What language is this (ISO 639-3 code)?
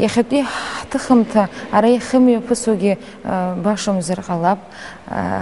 abk